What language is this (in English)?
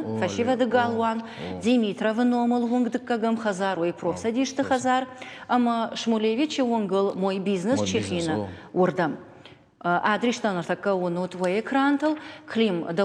Ossetic